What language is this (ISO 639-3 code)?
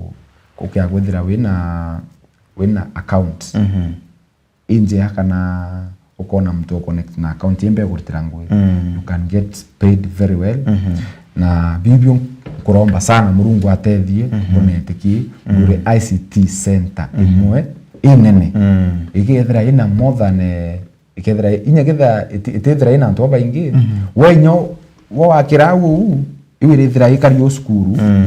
mer